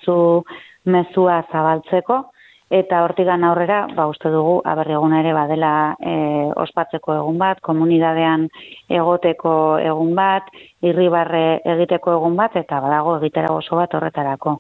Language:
Basque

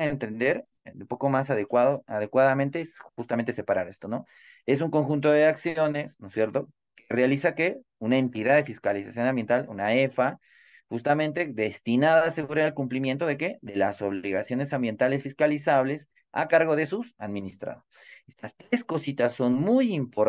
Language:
Spanish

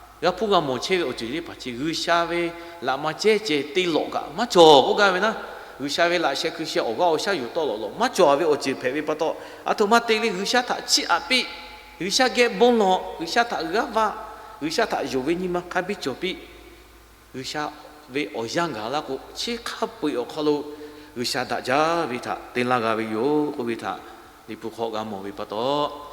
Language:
Lahu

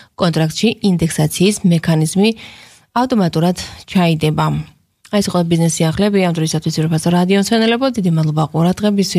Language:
Georgian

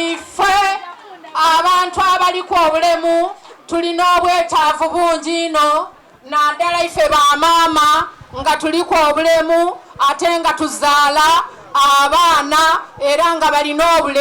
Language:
Soga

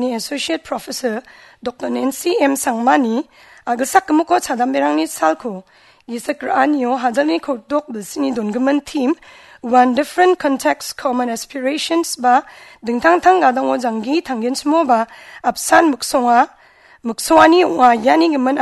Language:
Garo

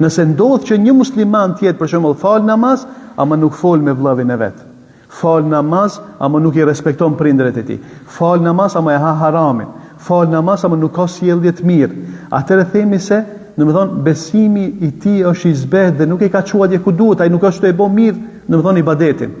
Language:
Albanian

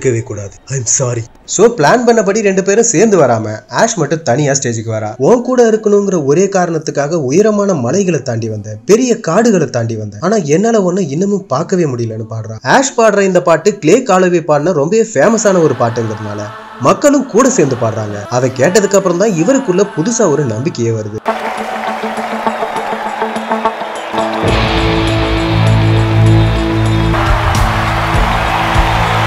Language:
Tamil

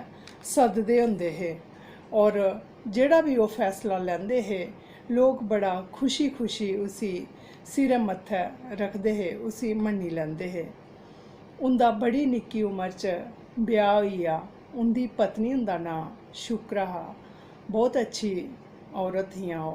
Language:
Dogri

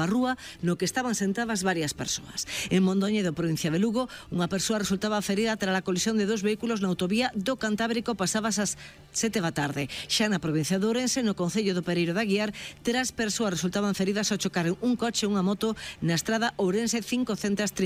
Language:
Galician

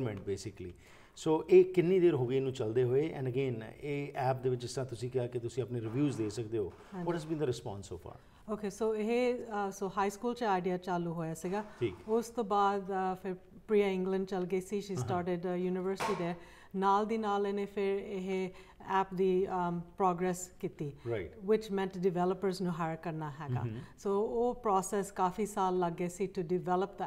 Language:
Punjabi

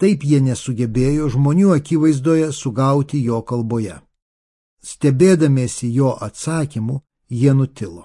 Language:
Lithuanian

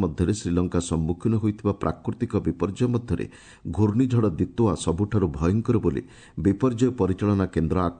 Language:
Odia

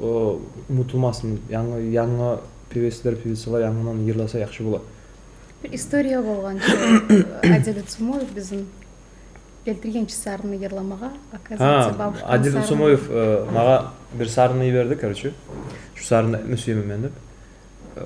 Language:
Kumyk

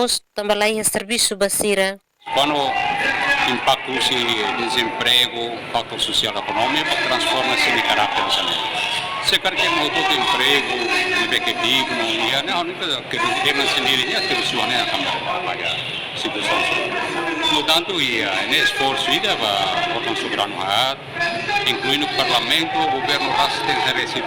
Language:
Tetum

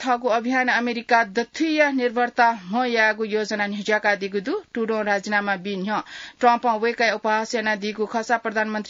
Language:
Newari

